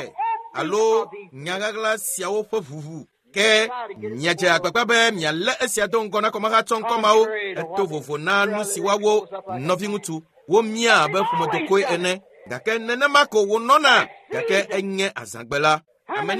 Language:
Ewe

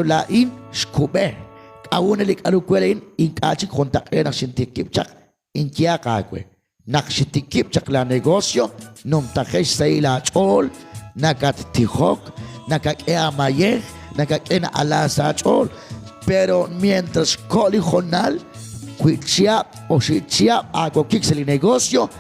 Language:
Kekchí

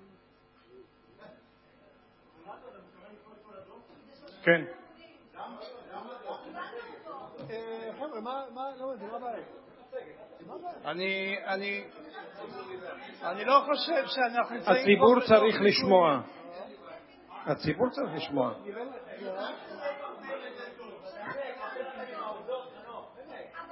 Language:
Hebrew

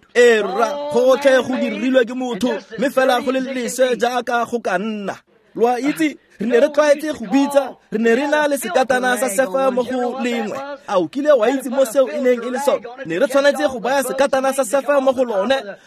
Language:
Tswana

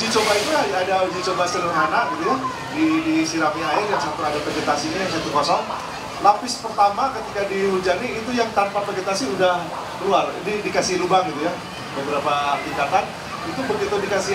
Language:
Indonesian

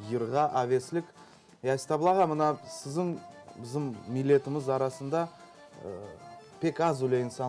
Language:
Crimean Tatar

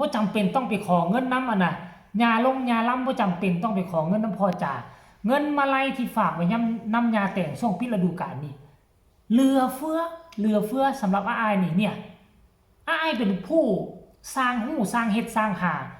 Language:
Northeastern Thai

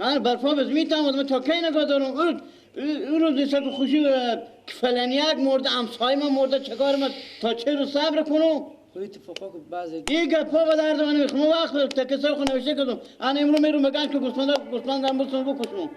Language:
Persian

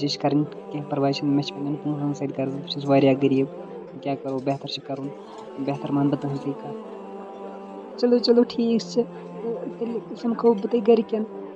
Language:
Kashmiri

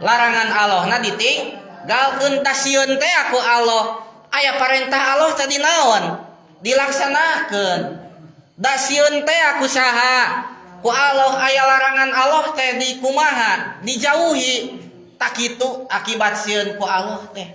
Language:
Sundanese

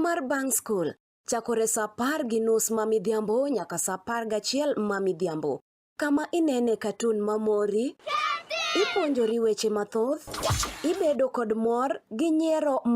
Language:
Luo (Kenya and Tanzania)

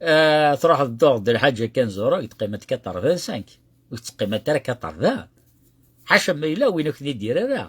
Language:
Kabyle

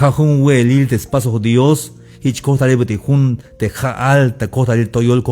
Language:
Tzeltal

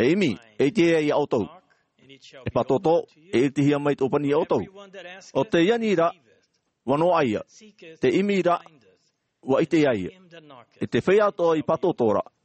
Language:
Tahitian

